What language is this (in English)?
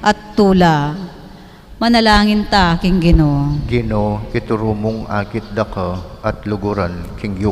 Pampanga